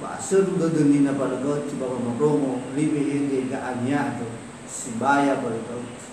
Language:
Nias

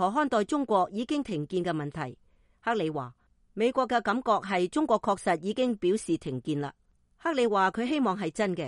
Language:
Cantonese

